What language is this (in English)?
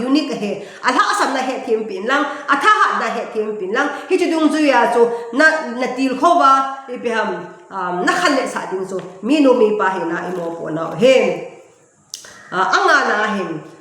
Thado Chin